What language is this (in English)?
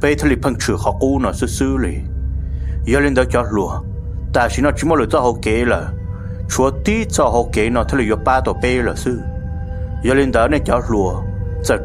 Hmong